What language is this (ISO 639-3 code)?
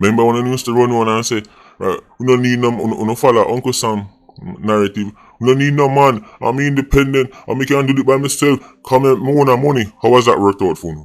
jam